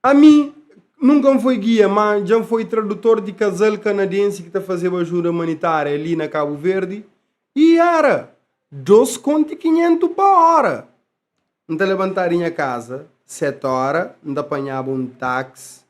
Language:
Kabuverdianu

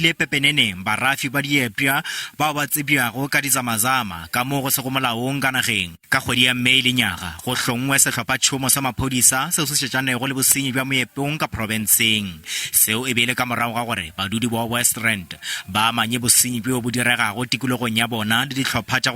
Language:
Northern Sotho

